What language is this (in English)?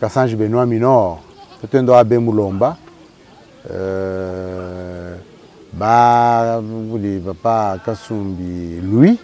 Luba-Lulua